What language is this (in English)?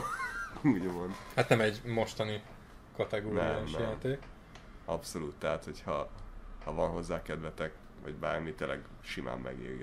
Hungarian